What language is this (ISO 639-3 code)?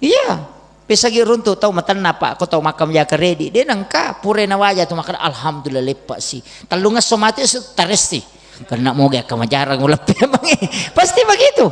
bug